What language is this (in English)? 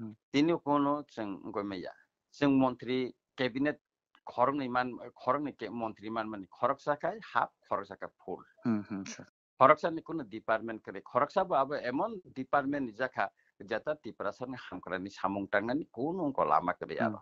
Kok Borok